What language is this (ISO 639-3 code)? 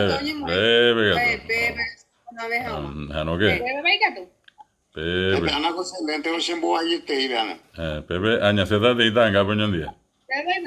grn